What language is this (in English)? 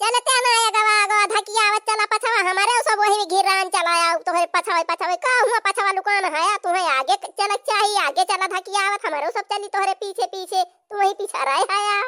Awadhi